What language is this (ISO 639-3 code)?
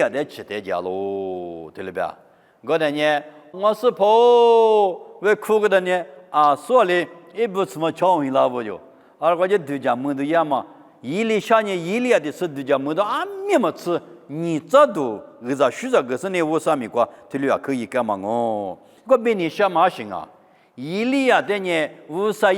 lis